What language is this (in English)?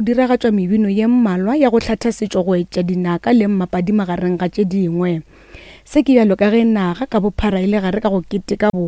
Northern Sotho